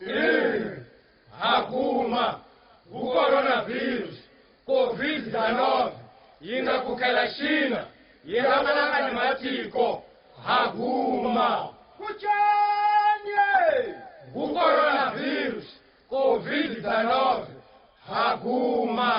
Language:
Chopi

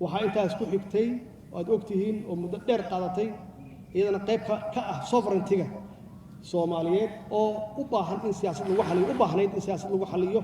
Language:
Somali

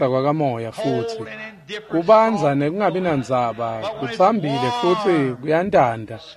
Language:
Swati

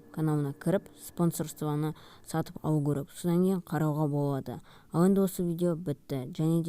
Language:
Kazakh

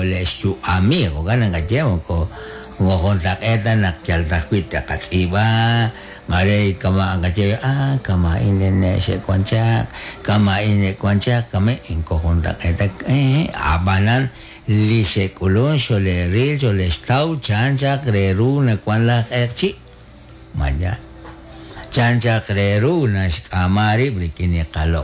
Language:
Kekchí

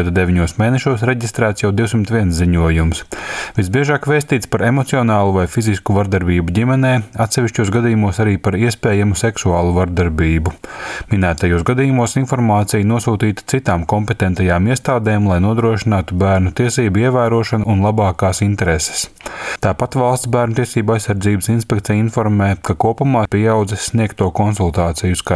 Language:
Latvian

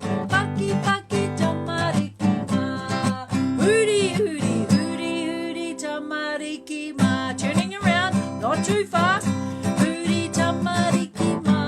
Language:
Māori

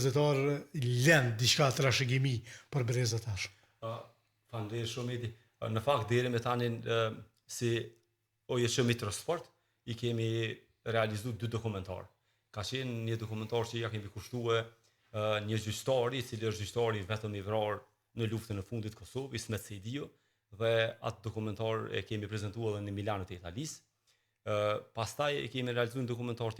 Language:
Albanian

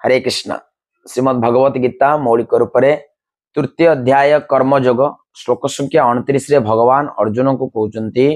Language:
Odia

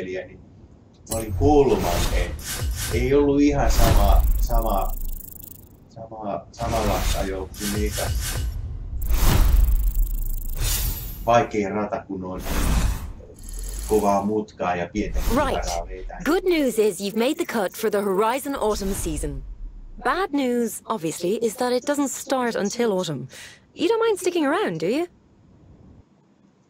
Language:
Finnish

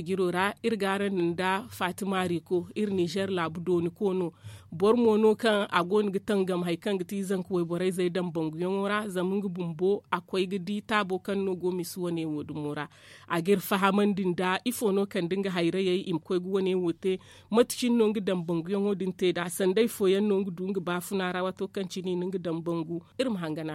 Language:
Zarma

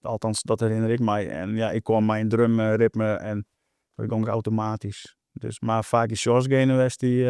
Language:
Western Frisian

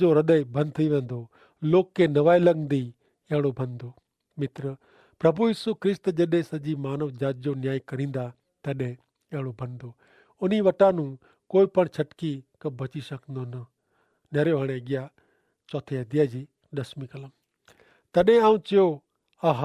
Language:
Kachhi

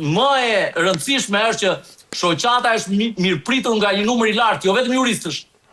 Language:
Albanian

